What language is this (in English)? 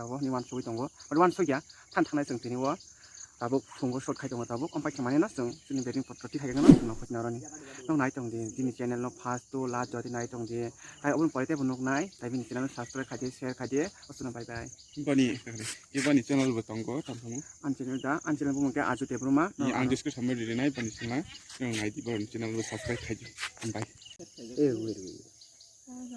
Kok Borok